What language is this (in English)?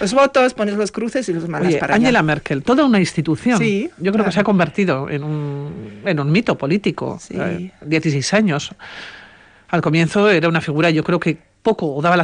Spanish